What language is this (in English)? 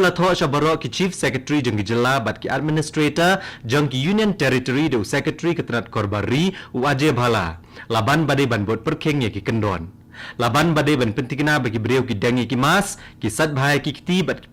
Khasi